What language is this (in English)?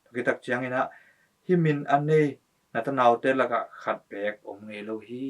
Tedim Chin